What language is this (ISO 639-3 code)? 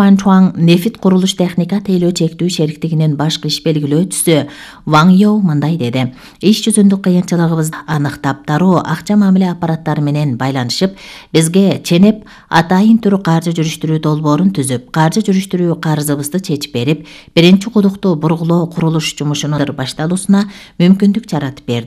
kir